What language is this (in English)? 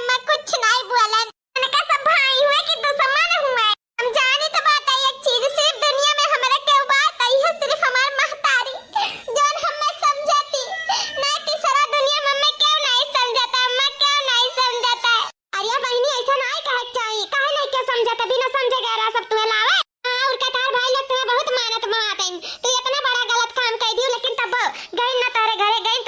Awadhi